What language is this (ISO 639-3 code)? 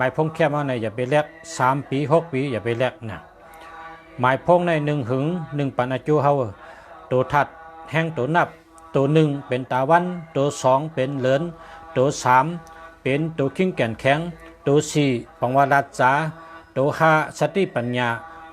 shn